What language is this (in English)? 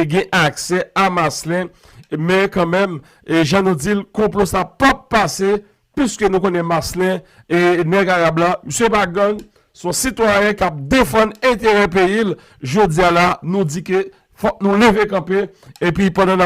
Haitian Creole